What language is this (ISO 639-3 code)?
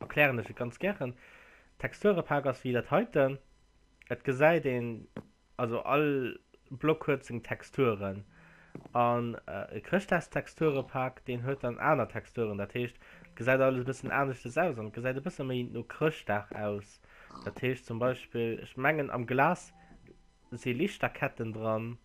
ltz